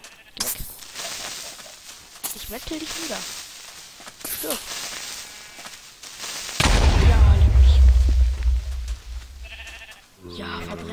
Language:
German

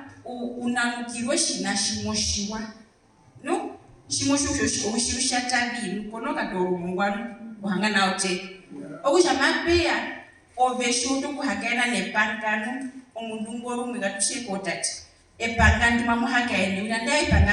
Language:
Herero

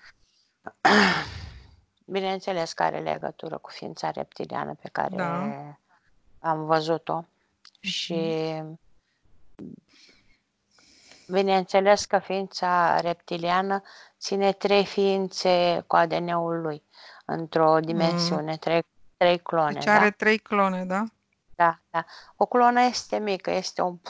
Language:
Romanian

